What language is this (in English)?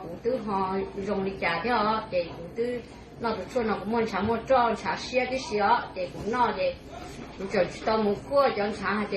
Hmong